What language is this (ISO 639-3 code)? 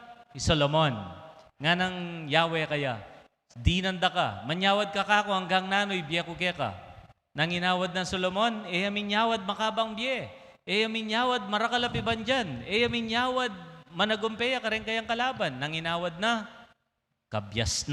pam